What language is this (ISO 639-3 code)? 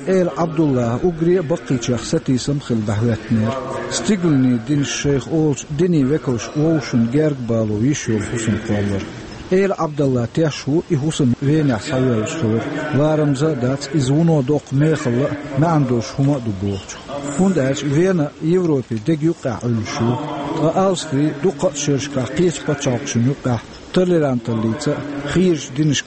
che